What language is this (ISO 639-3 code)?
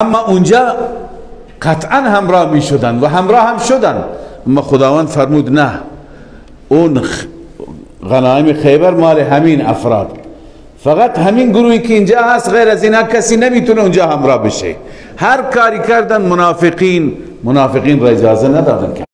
fas